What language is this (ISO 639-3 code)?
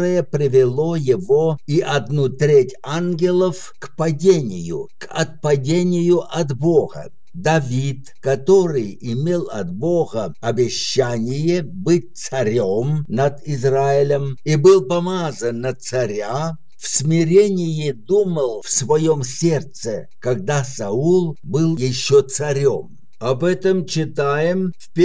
rus